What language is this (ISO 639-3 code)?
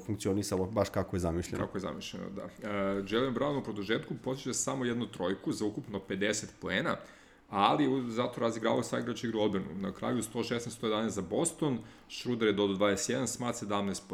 srp